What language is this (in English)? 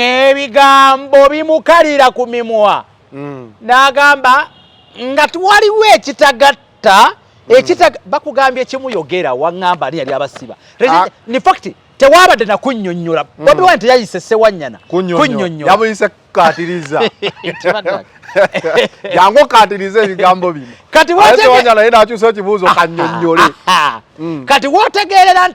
Ganda